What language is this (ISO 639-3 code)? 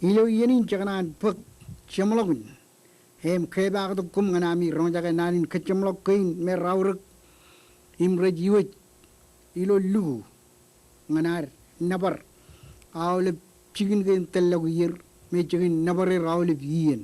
mah